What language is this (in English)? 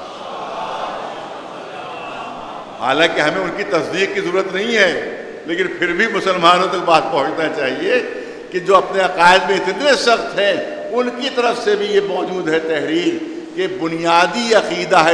Urdu